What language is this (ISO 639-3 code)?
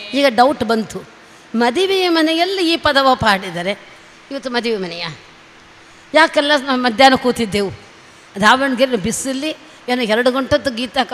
kan